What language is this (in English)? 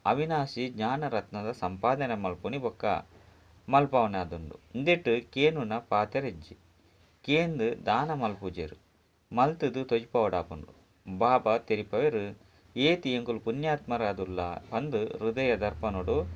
Tulu